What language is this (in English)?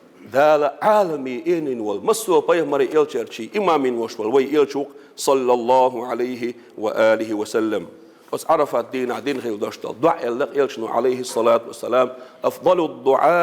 Chechen